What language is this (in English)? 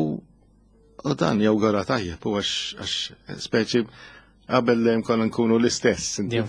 Maltese